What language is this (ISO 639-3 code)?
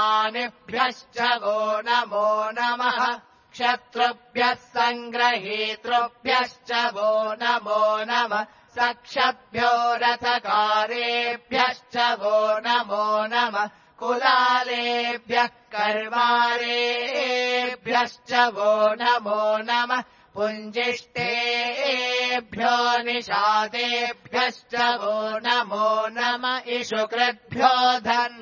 san